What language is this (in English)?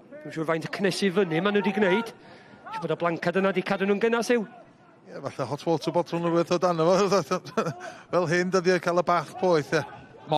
Welsh